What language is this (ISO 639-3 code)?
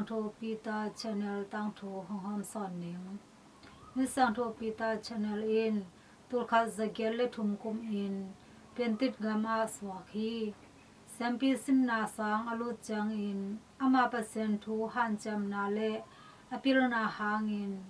ctd